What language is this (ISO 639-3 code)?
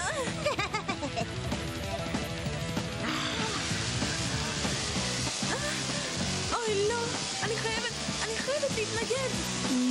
heb